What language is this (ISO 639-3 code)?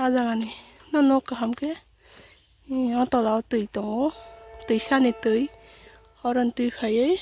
trp